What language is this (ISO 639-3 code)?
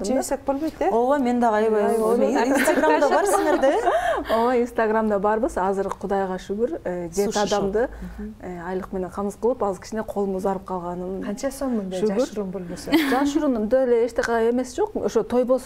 kir